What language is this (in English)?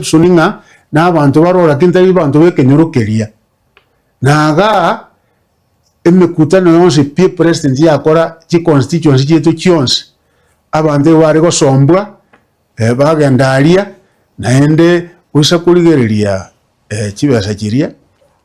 Gusii